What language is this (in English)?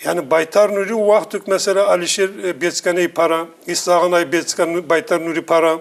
Zaza